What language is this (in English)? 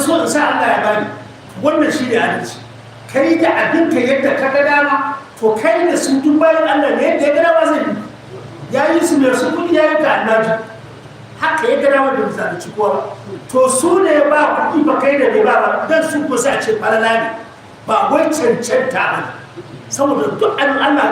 Hausa